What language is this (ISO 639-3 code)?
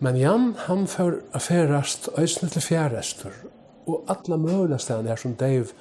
fao